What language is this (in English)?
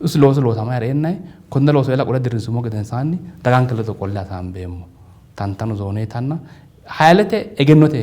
Sidamo